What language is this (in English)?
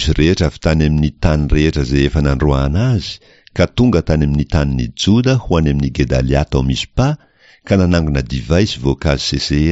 Malagasy